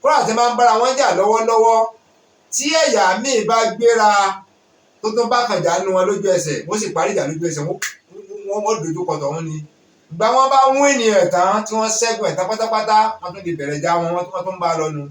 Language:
Yoruba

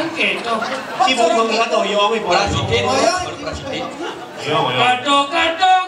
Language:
Balinese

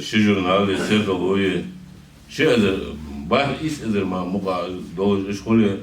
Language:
Ingush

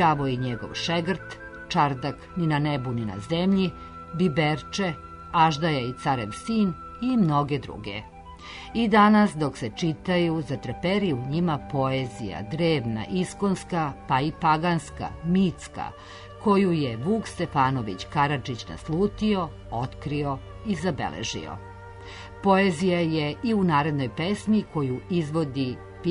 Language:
Serbian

